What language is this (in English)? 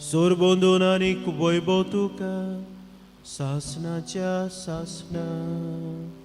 Konkani